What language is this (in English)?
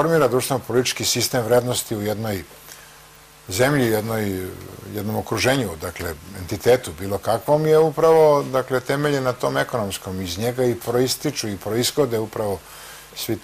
Serbian